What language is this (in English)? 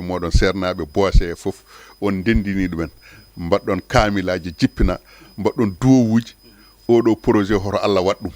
Fula